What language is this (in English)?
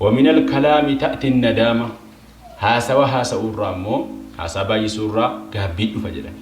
Oromo